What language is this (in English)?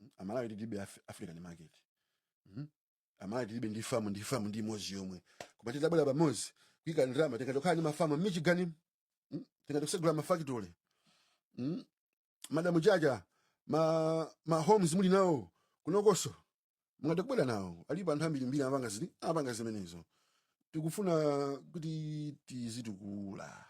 Nyanja